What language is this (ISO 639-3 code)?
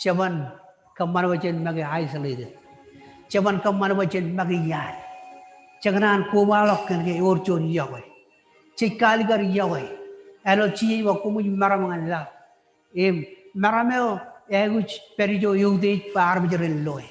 mah